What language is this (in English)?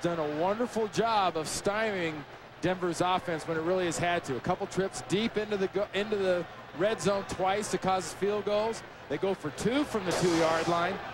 English